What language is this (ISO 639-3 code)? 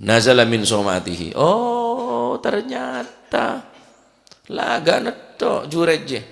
mad